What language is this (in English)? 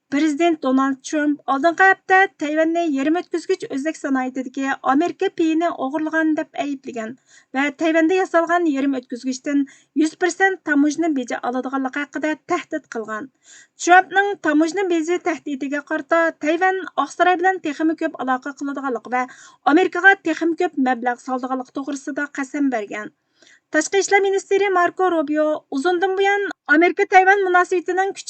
Uyghur